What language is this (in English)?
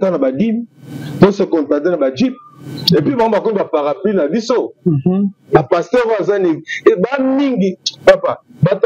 Lingala